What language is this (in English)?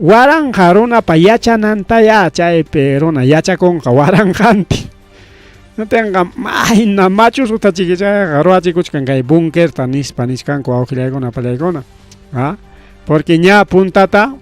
Ayacucho Quechua